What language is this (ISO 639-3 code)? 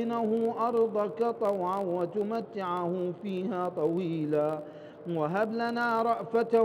ara